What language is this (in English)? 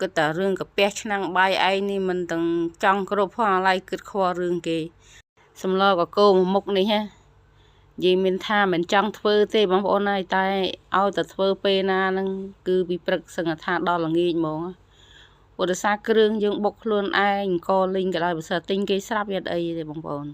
Khmer